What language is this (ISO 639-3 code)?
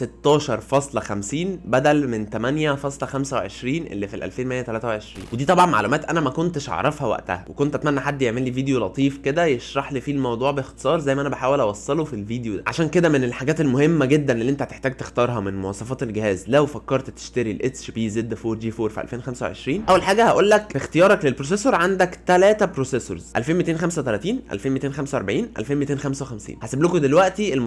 arz